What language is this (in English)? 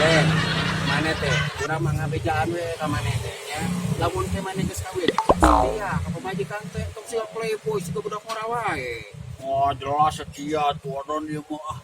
Sundanese